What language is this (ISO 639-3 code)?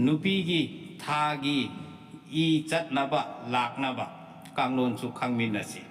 mni